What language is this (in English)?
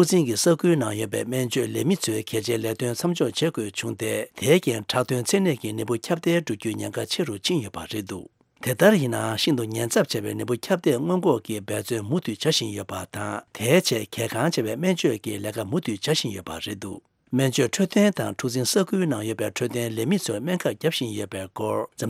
Tibetan